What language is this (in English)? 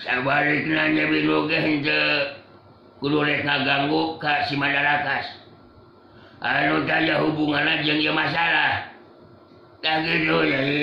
Sundanese